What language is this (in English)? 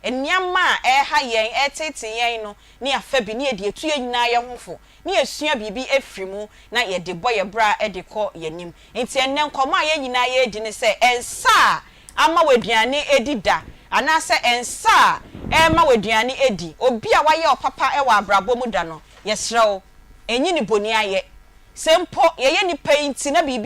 Akan